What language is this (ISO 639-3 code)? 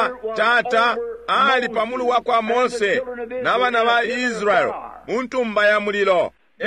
bem